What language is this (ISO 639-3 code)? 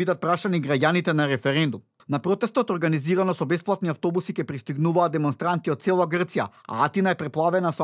mkd